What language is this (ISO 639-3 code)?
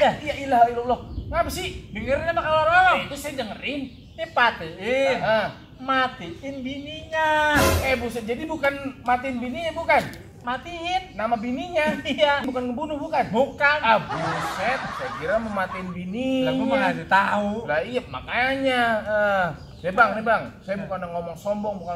bew